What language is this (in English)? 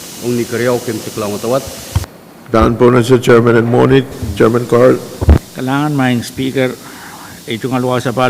Pohnpeian